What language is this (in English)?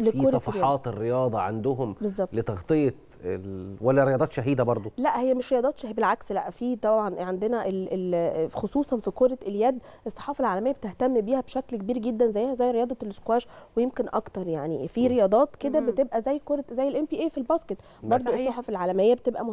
Egyptian Arabic